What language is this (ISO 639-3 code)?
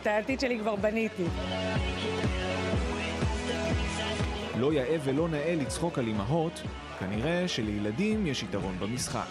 heb